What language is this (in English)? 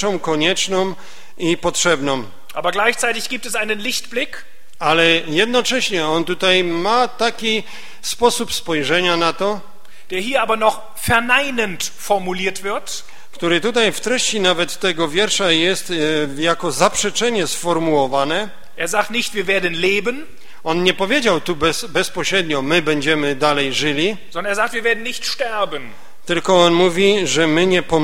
Polish